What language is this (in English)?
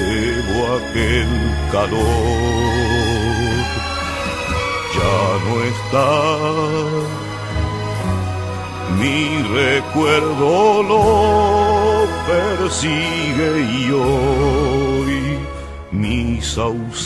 Spanish